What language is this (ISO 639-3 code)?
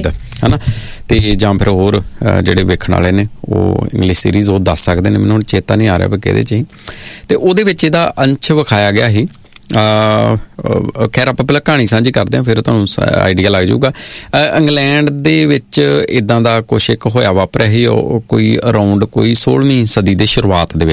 pan